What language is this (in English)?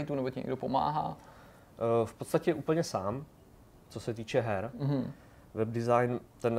Czech